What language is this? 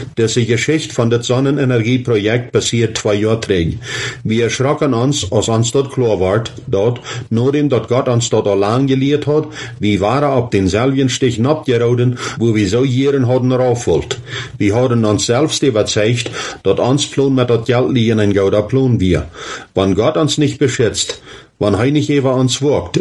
German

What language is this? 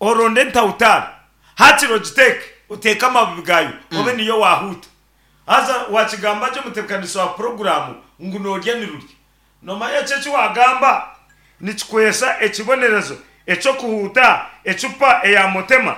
Nyankole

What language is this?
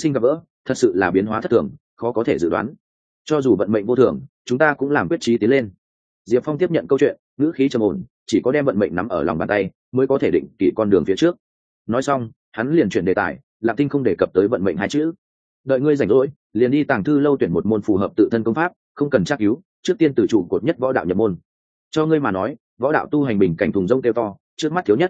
Vietnamese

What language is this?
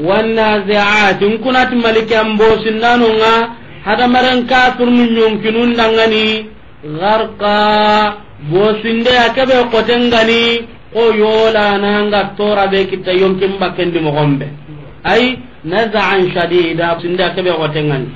Soninke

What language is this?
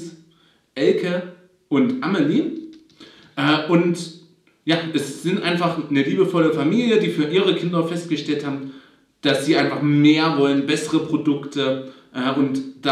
German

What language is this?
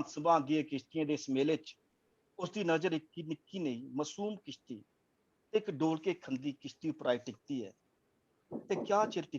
Dogri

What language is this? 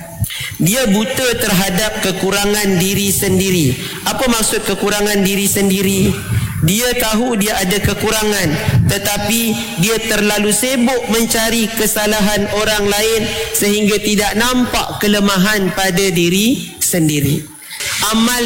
Malay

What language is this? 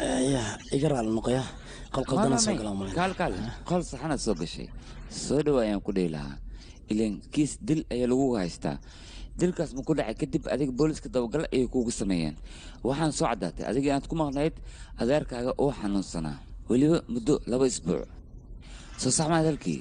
Somali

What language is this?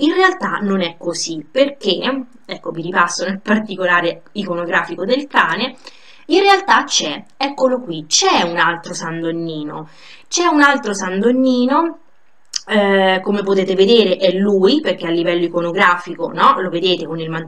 Italian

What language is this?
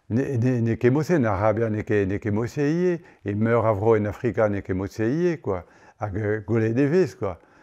Breton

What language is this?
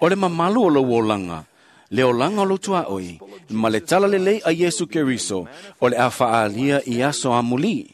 Samoan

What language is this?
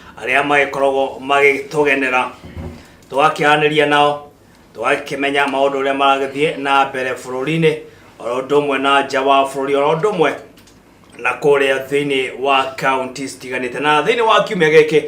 Kikuyu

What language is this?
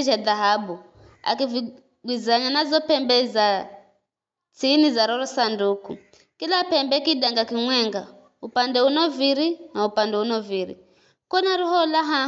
Giryama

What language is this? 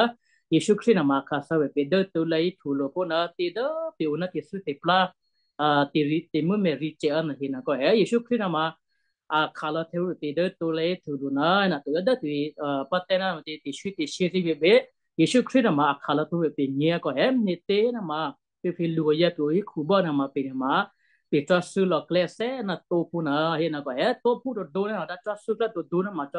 Western Kayah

